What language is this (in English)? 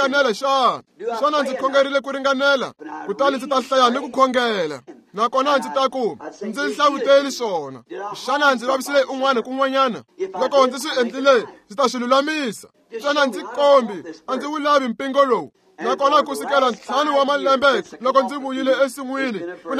Tsonga